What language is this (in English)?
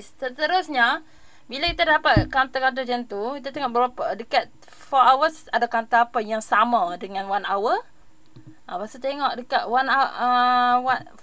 Malay